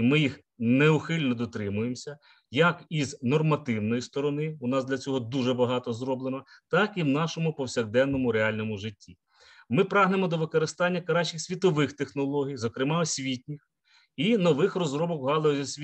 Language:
Ukrainian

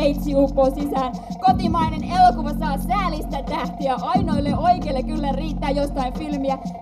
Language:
Finnish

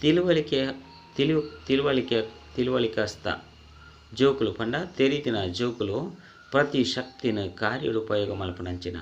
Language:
Tulu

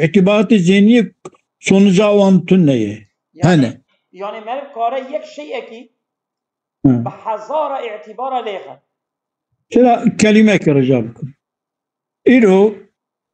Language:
Kurdish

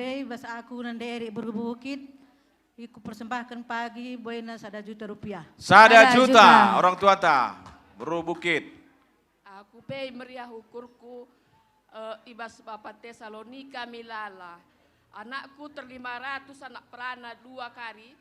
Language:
Batak Karo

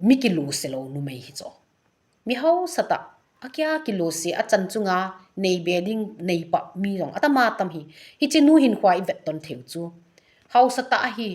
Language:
Thado Chin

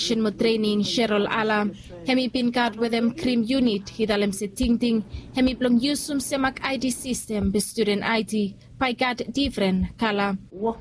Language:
Bislama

